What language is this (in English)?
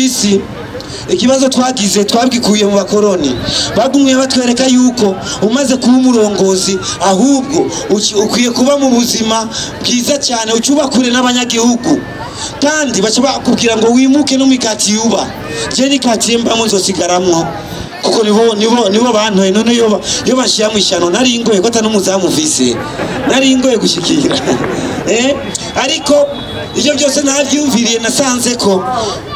Rundi